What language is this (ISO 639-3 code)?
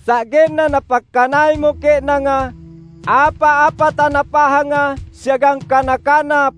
mak